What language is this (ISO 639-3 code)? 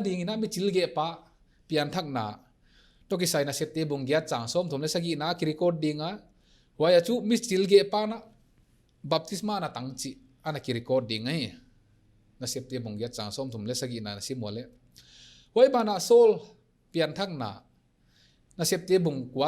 pck